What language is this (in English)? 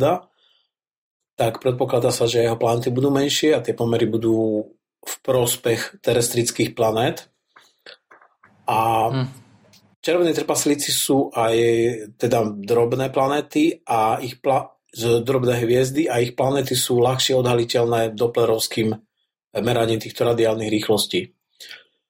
Slovak